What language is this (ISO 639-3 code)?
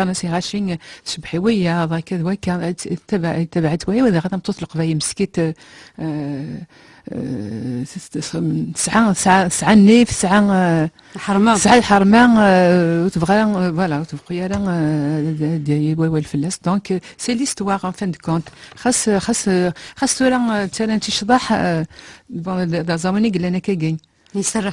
kab